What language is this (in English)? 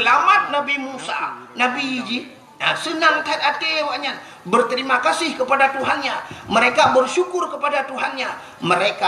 Achinese